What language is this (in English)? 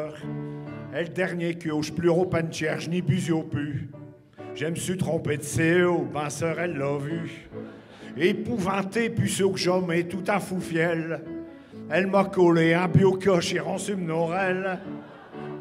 Picard